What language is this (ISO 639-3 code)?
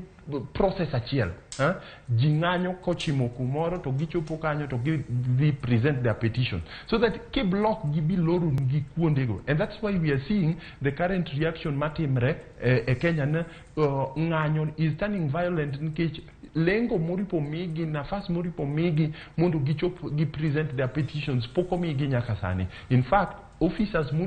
luo